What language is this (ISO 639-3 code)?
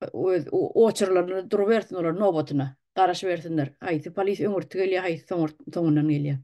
tuk